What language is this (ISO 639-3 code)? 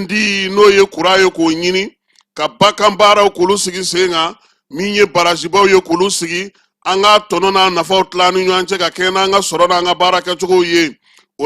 bam